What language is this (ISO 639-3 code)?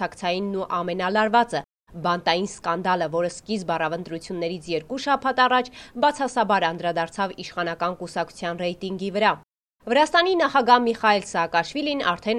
hye